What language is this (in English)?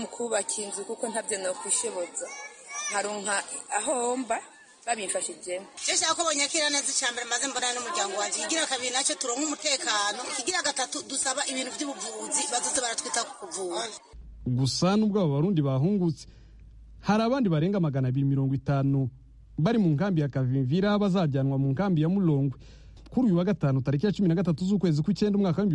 Kinyarwanda